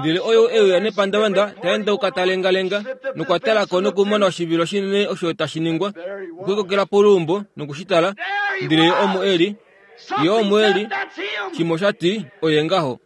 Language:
Kuanyama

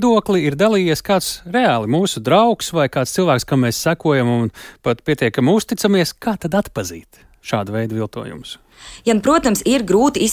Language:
Latvian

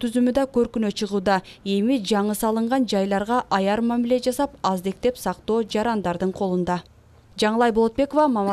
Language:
Kyrgyz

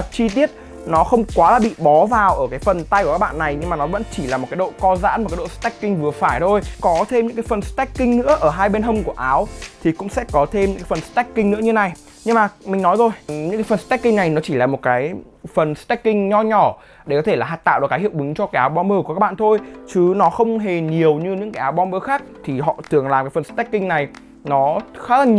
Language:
Vietnamese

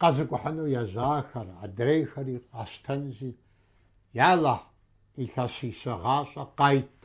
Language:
Kabardian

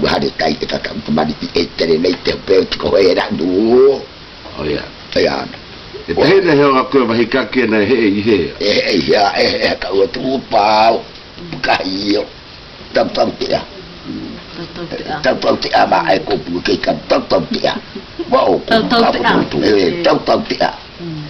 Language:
South Marquesan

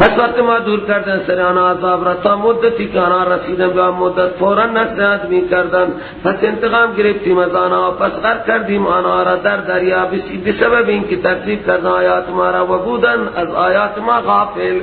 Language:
Persian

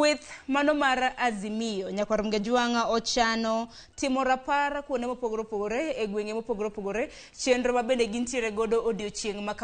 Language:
Luo (Kenya and Tanzania)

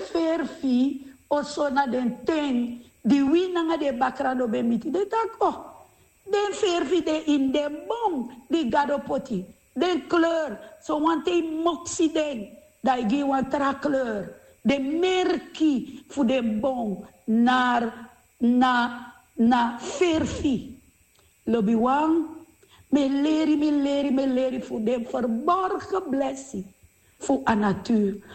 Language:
Sranan Tongo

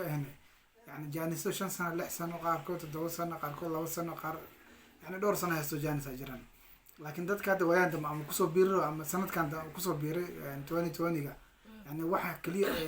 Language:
Somali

